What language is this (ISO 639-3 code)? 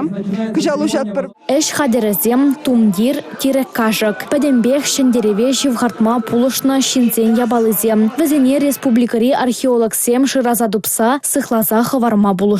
chv